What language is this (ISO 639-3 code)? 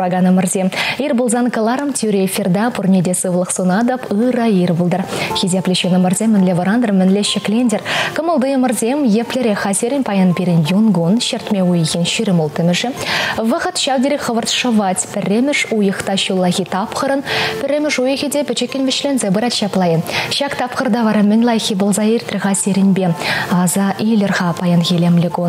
chv